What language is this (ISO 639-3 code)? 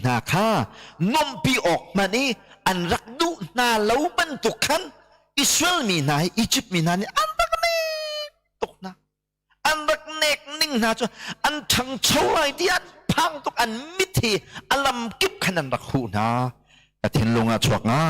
cnh